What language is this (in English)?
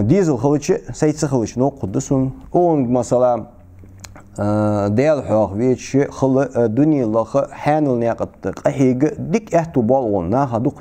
Ingush